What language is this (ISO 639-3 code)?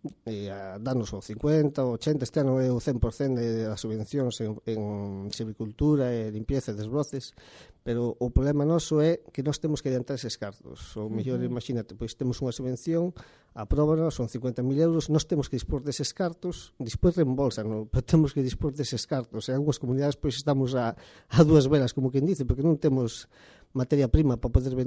glg